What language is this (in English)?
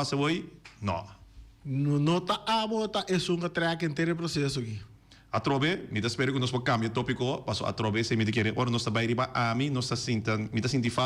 Papiamento